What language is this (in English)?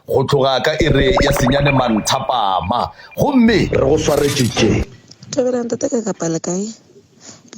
Northern Sotho